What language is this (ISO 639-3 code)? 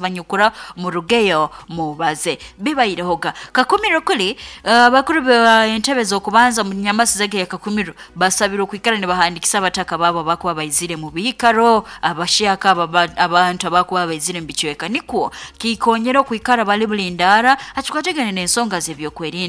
nyo